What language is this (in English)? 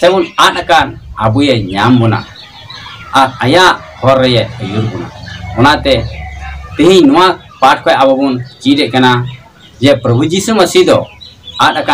Santali